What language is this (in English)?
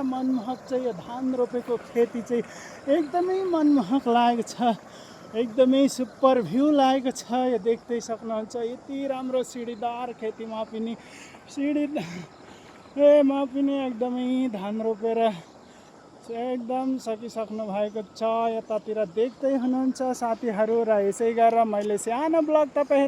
Nepali